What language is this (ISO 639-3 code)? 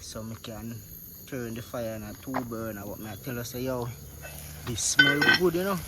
jam